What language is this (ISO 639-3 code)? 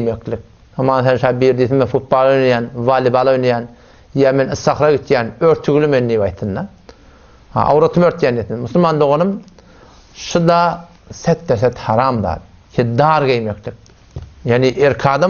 tuk